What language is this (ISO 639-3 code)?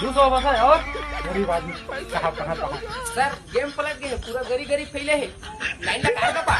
hne